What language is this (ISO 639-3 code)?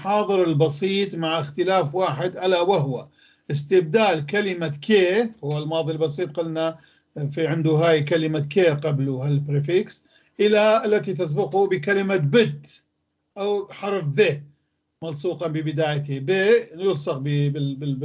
apc